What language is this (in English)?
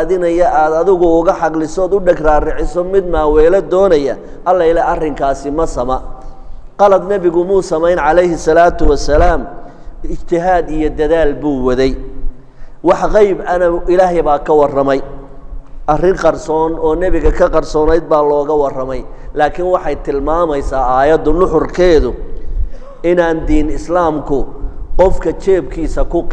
Somali